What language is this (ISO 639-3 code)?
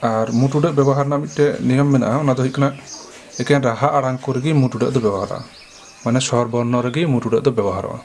sat